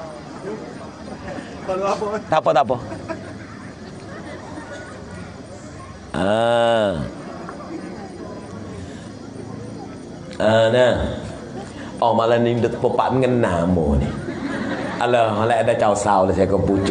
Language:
Malay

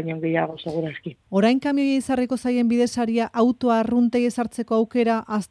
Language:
Basque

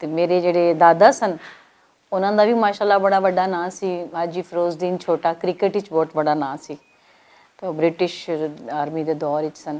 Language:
Western Panjabi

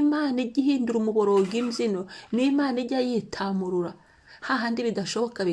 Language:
Kinyarwanda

